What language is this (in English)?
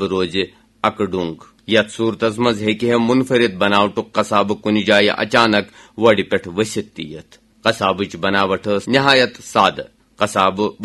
Kashmiri